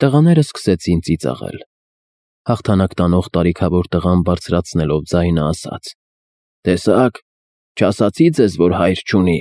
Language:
Armenian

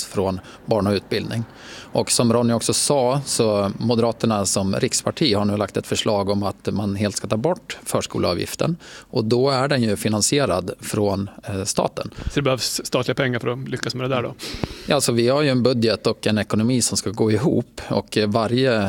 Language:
Swedish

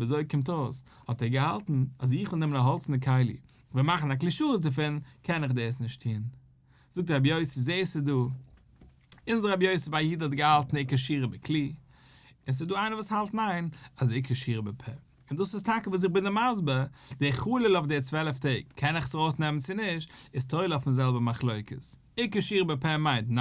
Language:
Yiddish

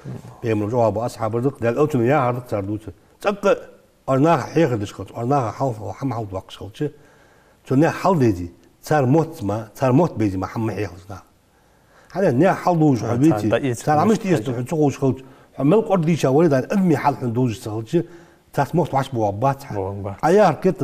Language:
Ingush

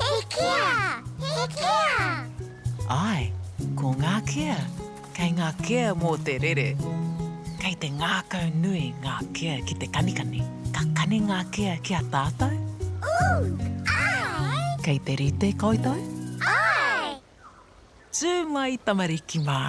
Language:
Māori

